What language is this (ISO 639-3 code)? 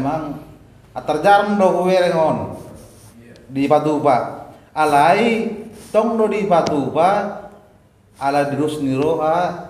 bbc